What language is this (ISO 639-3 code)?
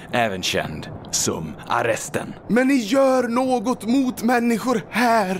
swe